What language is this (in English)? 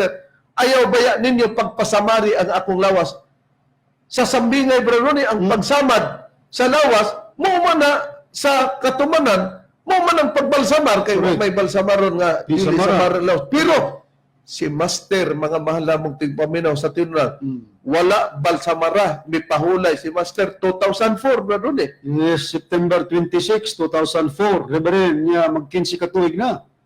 Cebuano